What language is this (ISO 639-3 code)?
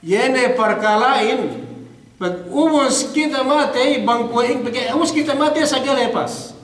yka